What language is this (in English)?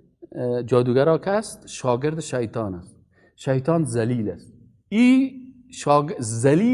Persian